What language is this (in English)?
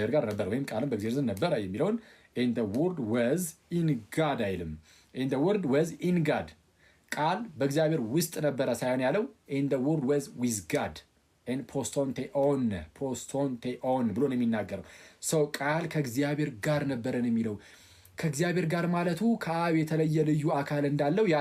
Amharic